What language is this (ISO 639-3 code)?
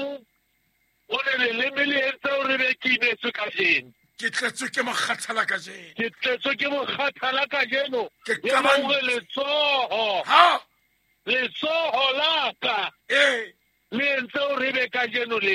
sot